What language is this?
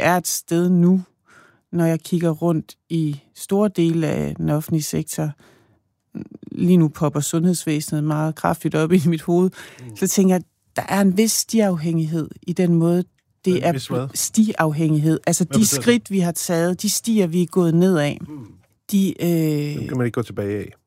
Danish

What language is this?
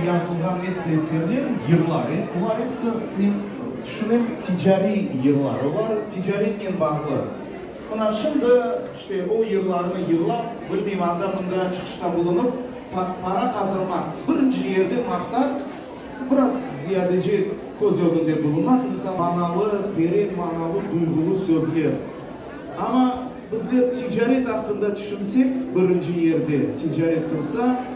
Crimean Tatar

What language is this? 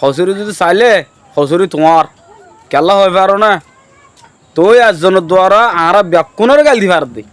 Rohingya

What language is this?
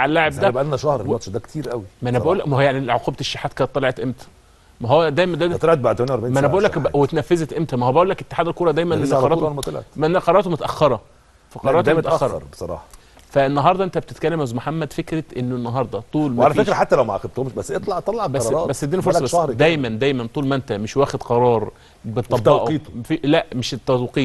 Egyptian Arabic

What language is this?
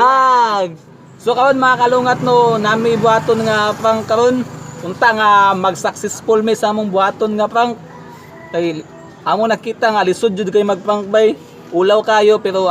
Cebuano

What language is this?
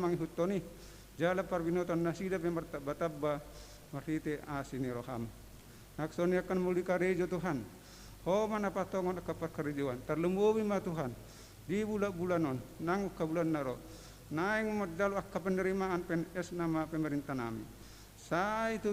Batak Toba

